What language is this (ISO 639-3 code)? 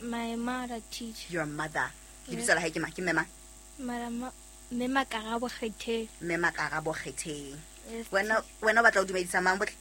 sot